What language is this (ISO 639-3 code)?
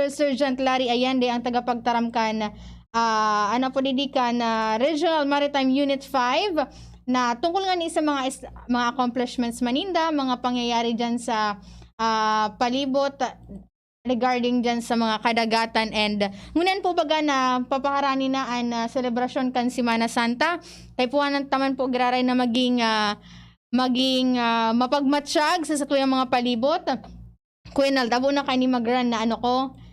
bik